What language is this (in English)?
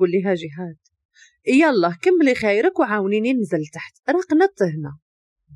Moroccan Arabic